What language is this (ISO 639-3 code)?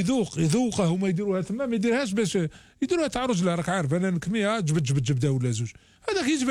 arq